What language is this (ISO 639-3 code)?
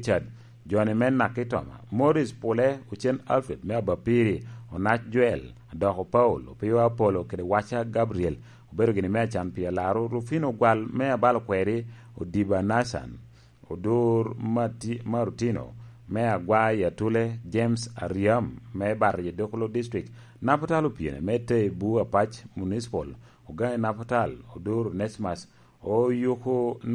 laj